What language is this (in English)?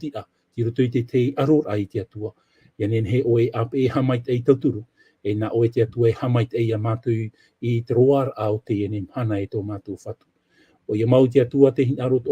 Tahitian